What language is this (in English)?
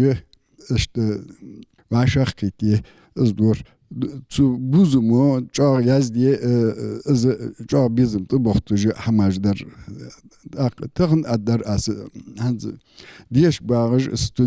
Ingush